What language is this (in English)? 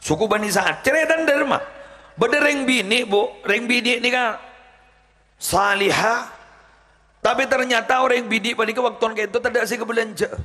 Madurese